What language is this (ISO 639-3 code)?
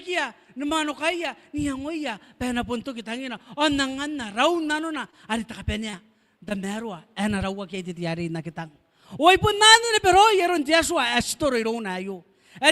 gil